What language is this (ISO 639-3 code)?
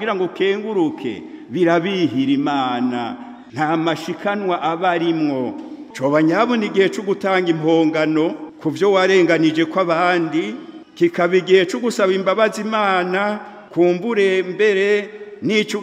run